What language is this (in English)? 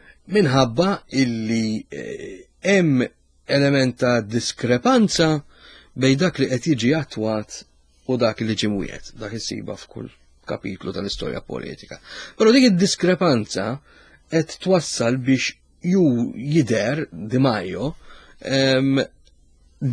Maltese